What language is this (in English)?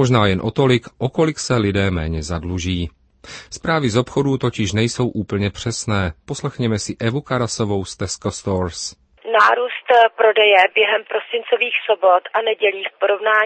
Czech